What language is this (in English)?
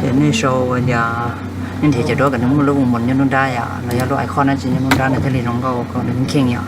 Hmong